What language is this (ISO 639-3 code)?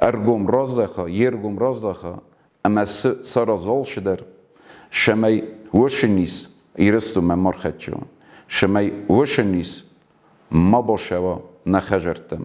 oss